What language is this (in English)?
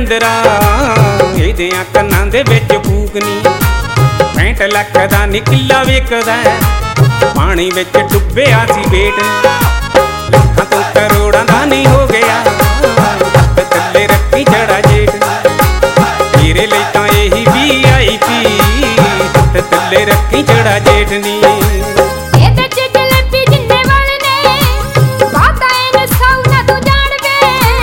Punjabi